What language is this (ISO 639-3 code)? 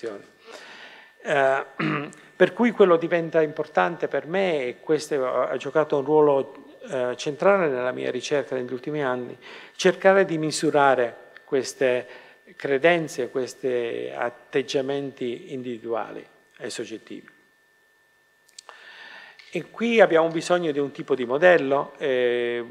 ita